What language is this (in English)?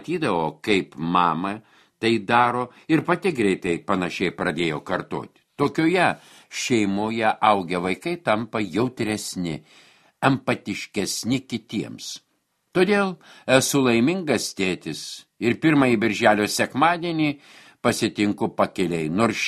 Lithuanian